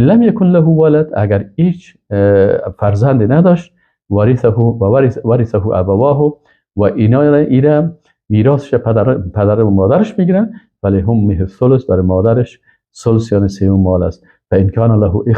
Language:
Persian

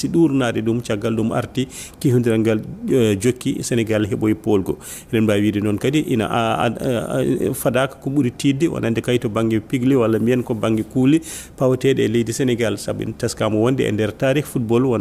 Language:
Fula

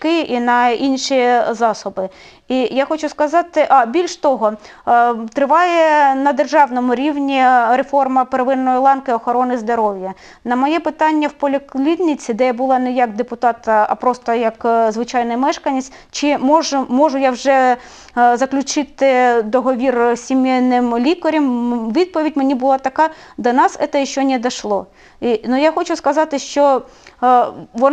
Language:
Ukrainian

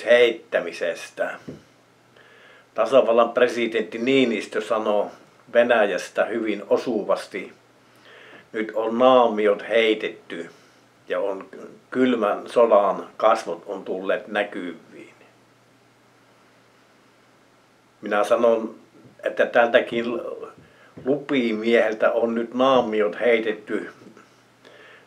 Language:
Finnish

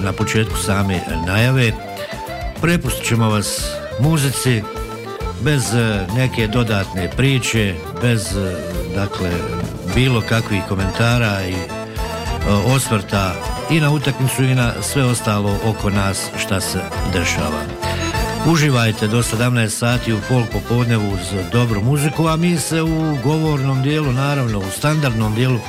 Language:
Bosnian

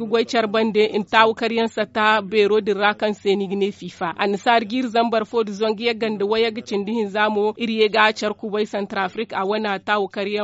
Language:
Zarma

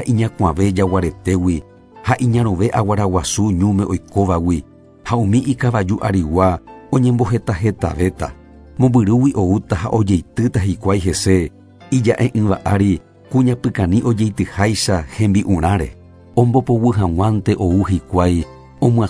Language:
Guarani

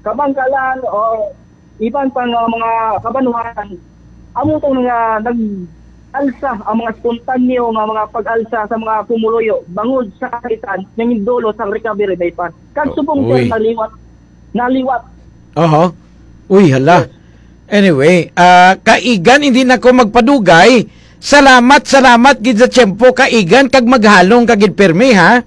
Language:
Hiligaynon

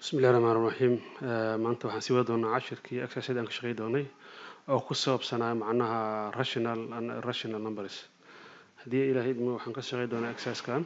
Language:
Somali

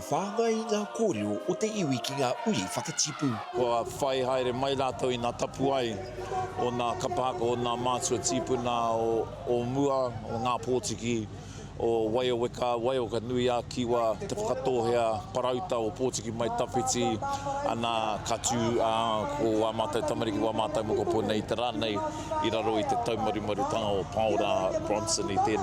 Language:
Māori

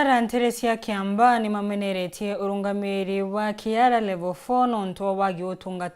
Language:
Meru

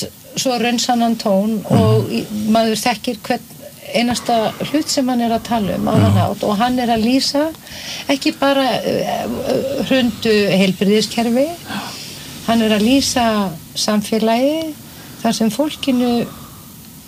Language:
Icelandic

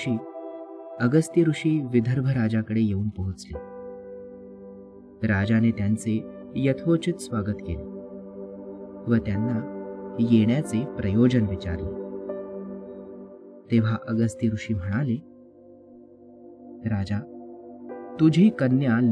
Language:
Marathi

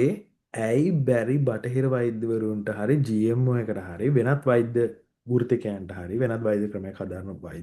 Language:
Sinhala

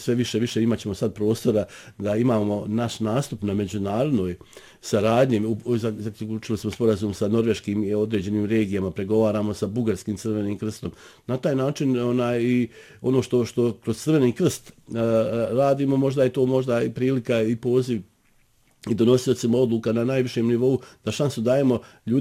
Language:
Bosnian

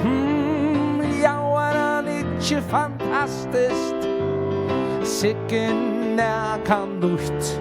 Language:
Faroese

